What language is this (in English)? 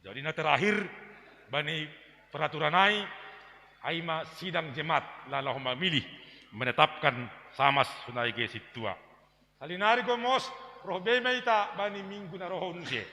Batak Simalungun